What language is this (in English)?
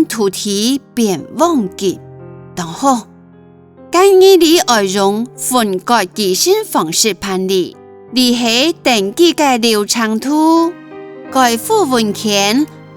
Hakka Chinese